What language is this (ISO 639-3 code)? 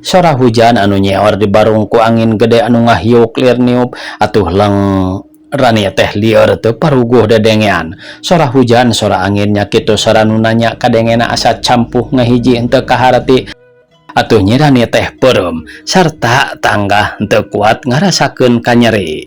sun